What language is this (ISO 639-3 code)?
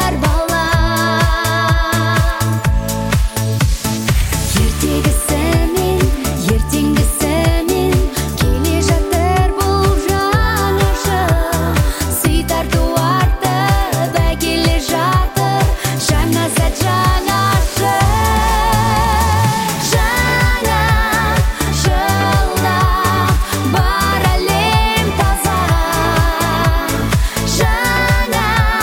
kaz